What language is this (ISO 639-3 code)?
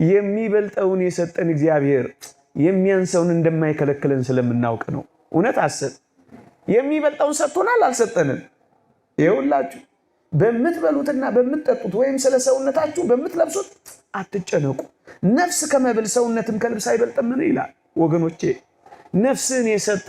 amh